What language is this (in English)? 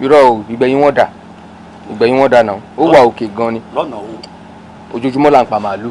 Yoruba